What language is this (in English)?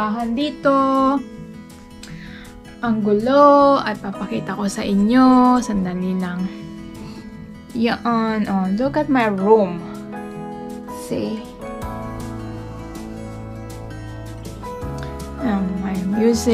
Filipino